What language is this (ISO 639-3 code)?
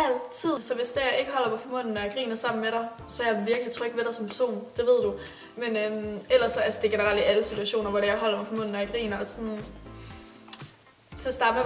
dan